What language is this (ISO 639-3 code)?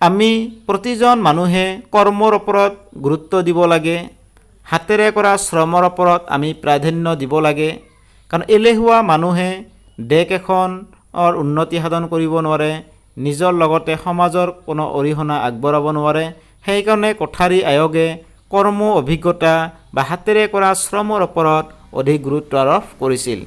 asm